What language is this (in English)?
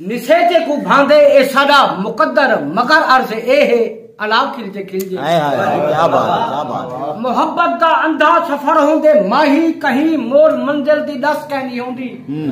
Saraiki